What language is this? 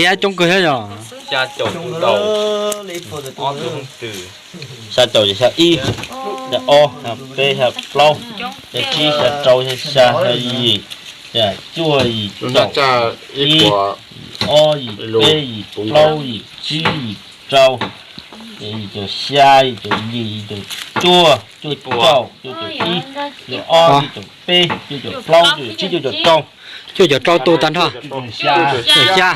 Hmong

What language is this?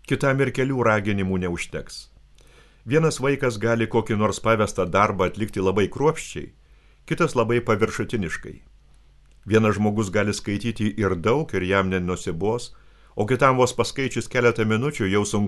Lithuanian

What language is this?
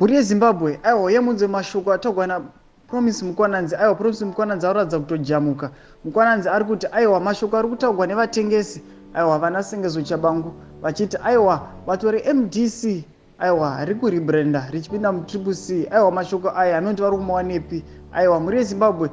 Shona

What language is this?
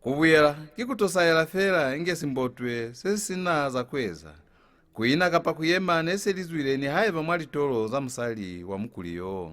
Lozi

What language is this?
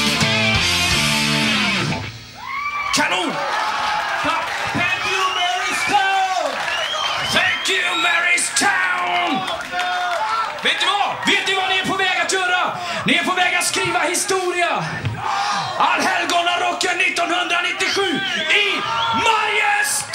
Swedish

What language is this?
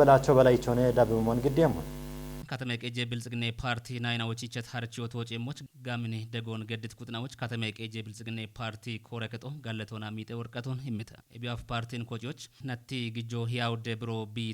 Kafa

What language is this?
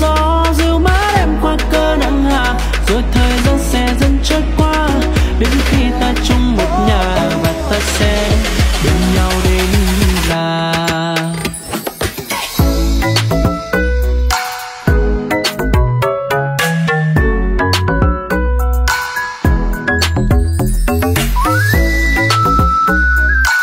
Vietnamese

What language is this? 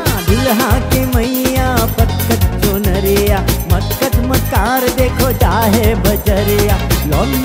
Bhojpuri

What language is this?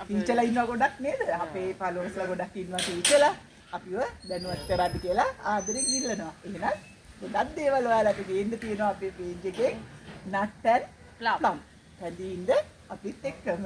Sinhala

